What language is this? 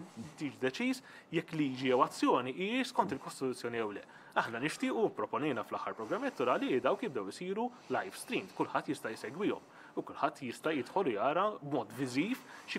Maltese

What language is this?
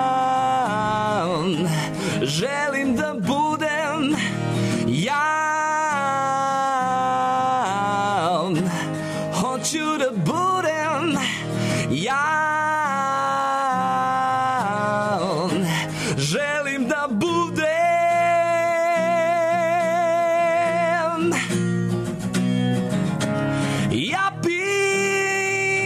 Serbian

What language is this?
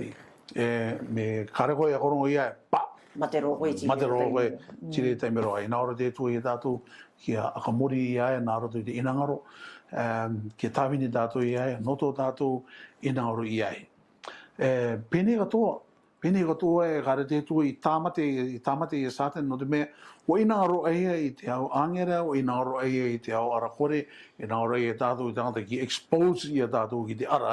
Rarotongan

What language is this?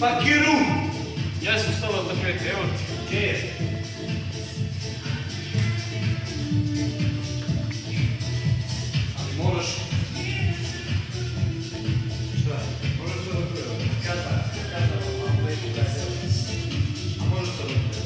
Serbian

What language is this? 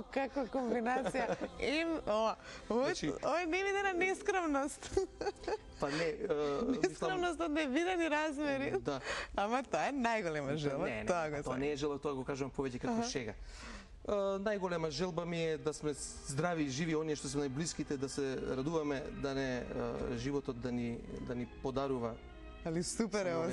Macedonian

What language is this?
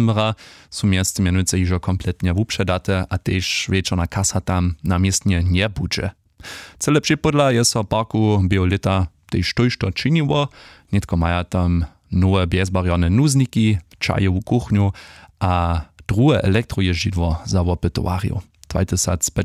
Upper Sorbian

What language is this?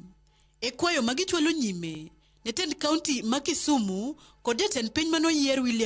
Luo (Kenya and Tanzania)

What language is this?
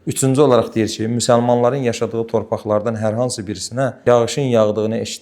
Azerbaijani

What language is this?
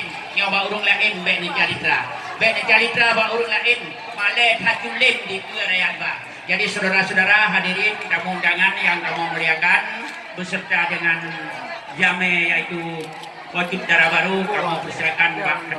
Achinese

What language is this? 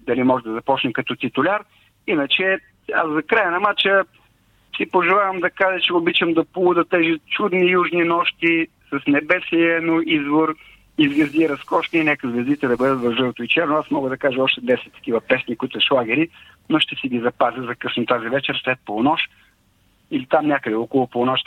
Bulgarian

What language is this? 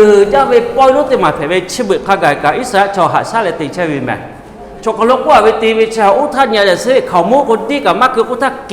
Lahu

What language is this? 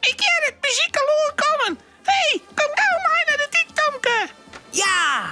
Western Frisian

